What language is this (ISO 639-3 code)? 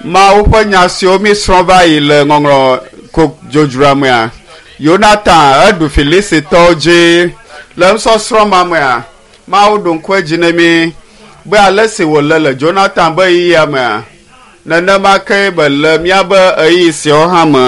ewe